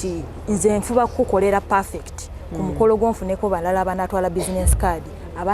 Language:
Ganda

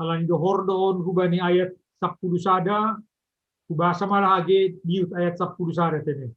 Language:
Batak Simalungun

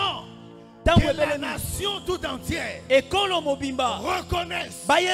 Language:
French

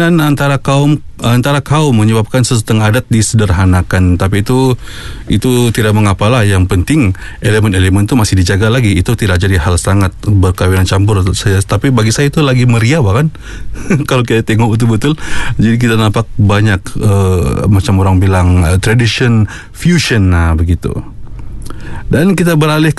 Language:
Malay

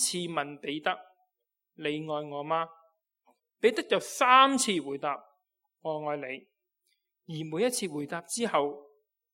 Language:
Cantonese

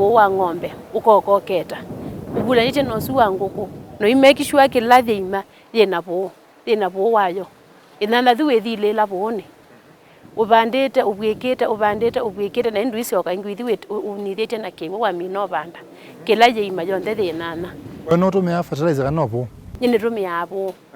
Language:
Kamba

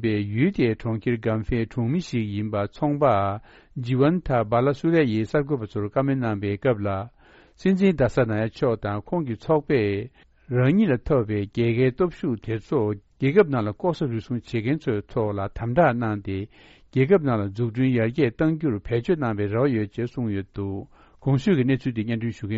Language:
Tibetan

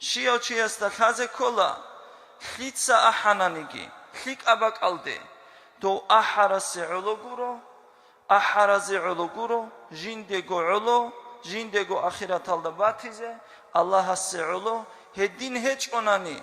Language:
Avaric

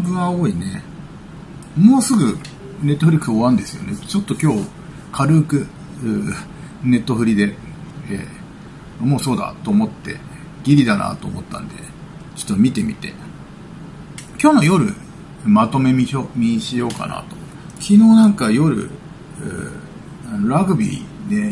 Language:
Japanese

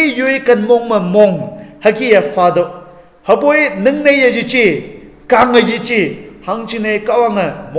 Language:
Konyak Naga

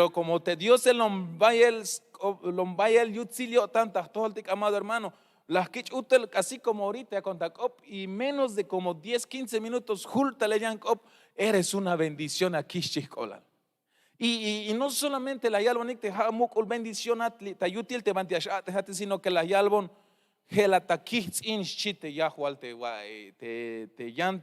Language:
Tzeltal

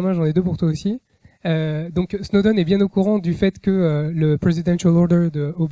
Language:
French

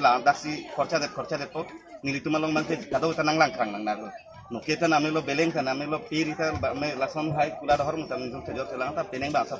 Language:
Karbi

